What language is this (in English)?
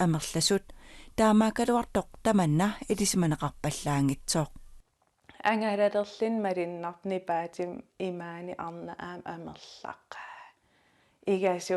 Kalaallisut